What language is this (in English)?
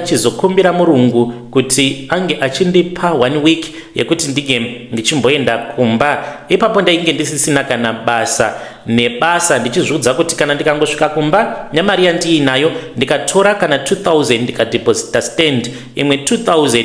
Shona